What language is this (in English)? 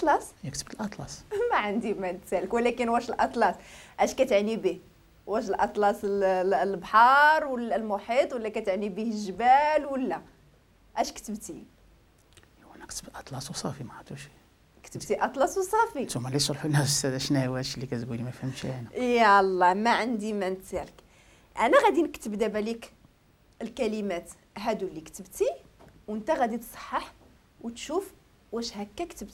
Moroccan Arabic